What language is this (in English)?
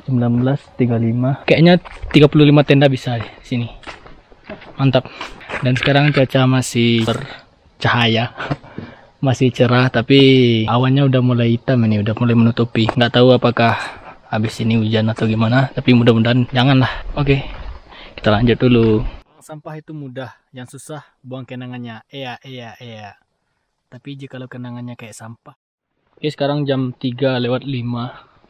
Indonesian